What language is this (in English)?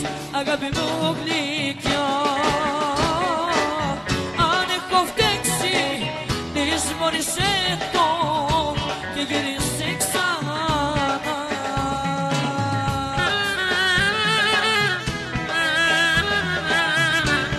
Greek